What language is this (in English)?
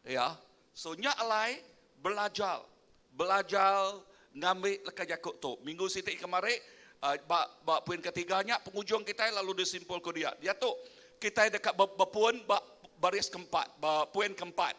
Iban